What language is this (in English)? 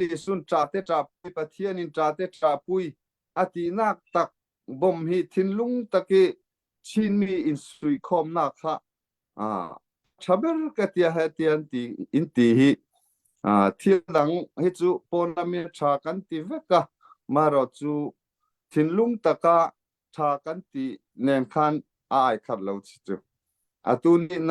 Hakha Chin